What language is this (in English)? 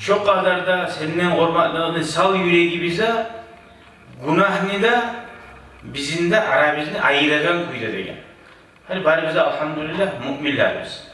Kumyk